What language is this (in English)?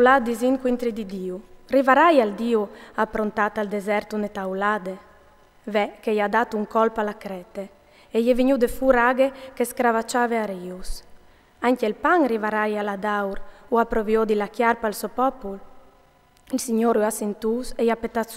Friulian